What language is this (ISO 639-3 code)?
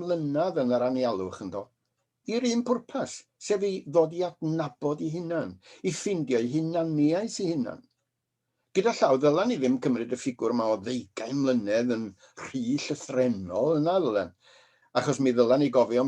cym